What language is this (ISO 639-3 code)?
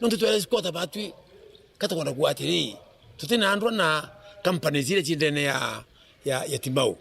mer